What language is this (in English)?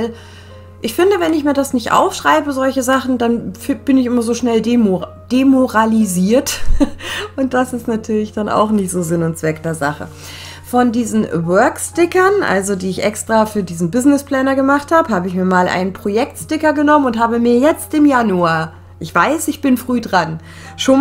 German